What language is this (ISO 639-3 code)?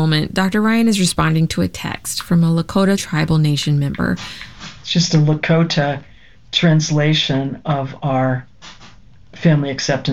eng